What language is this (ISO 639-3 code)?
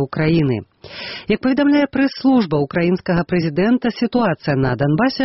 bel